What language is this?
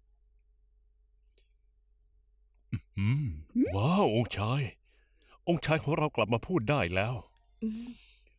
Thai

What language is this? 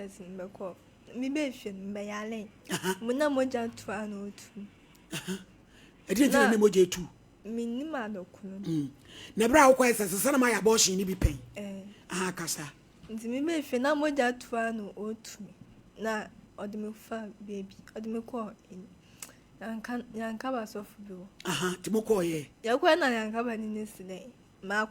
Akan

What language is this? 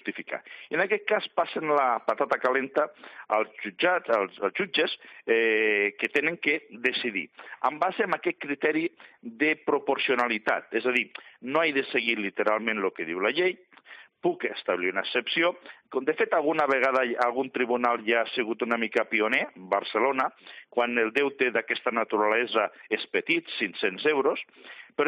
Catalan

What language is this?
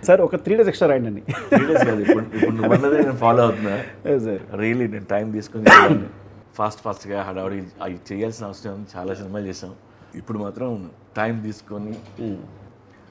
Telugu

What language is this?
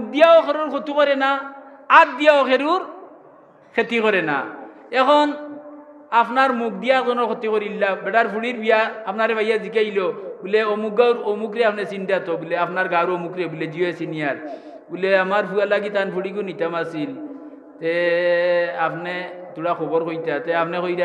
Sylheti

